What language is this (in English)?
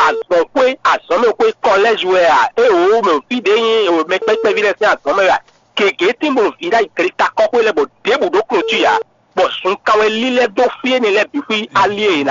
Fon